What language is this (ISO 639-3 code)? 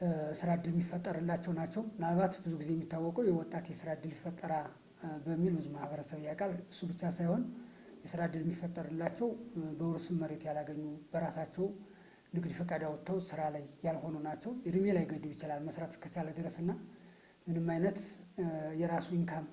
amh